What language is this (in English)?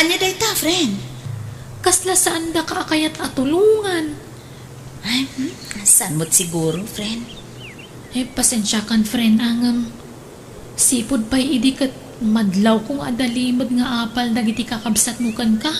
Iloko